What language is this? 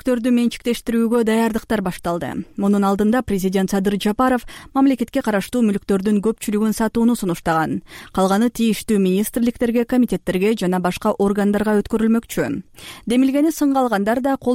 Kyrgyz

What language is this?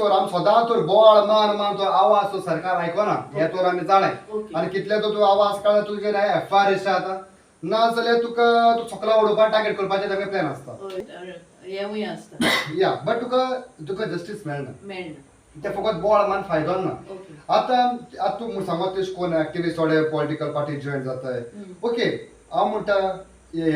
Konkani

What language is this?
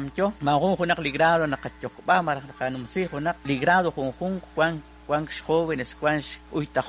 Kekchí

